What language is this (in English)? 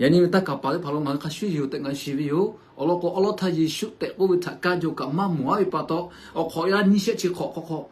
Lahu